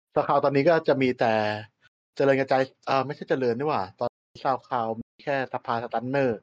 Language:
Thai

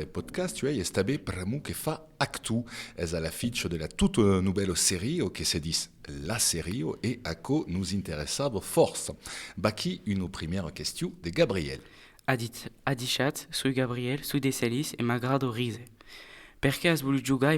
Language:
Occitan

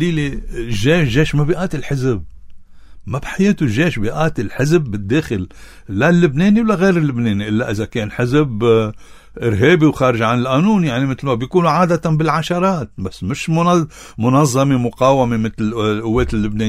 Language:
North Levantine Arabic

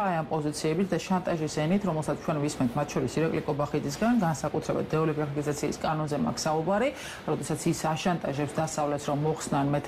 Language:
Georgian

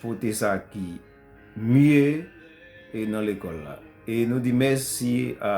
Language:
Haitian Creole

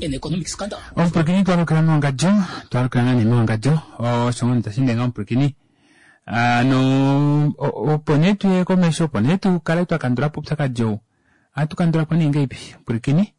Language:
Kuanyama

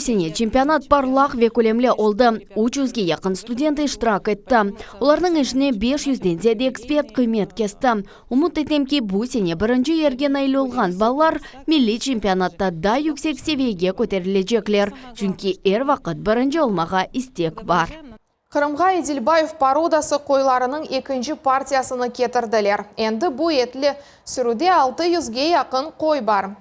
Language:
Crimean Tatar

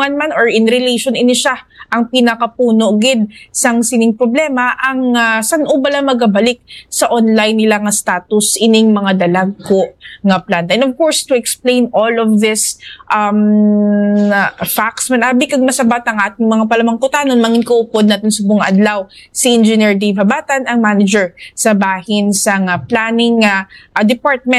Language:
Hiligaynon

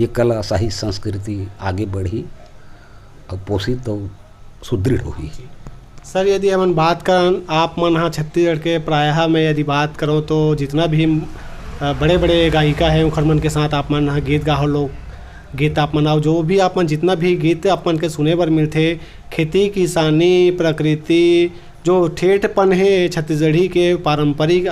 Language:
Chhattisgarhi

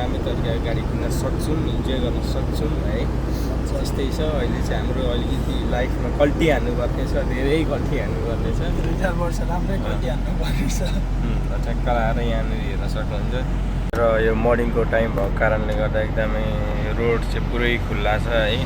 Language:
Nepali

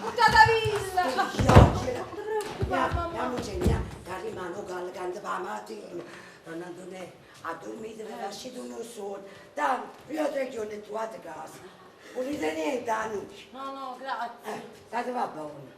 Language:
Neapolitan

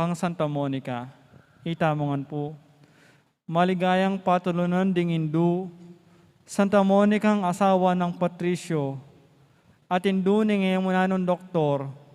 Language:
Pampanga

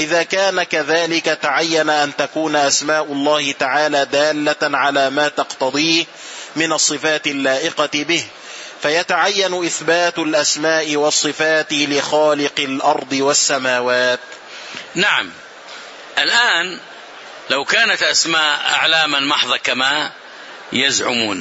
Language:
Arabic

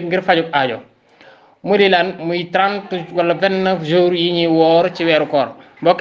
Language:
Wolof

